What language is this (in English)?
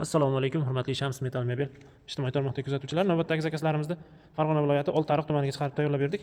Uzbek